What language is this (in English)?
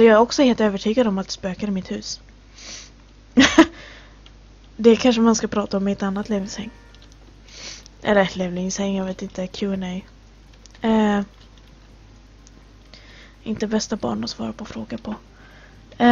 Swedish